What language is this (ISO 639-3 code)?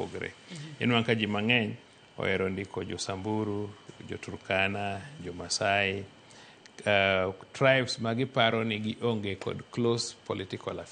luo